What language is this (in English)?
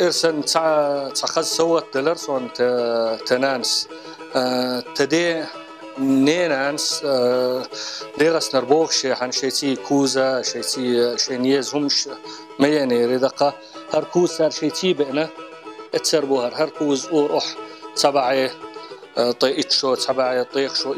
Chechen